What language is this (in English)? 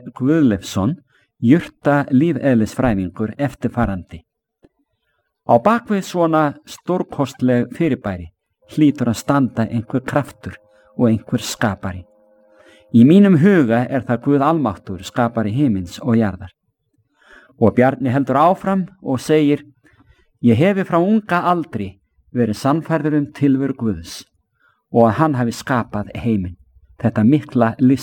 Icelandic